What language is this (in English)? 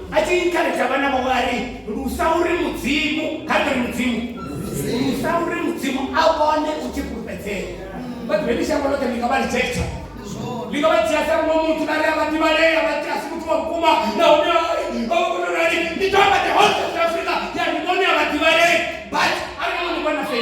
Venda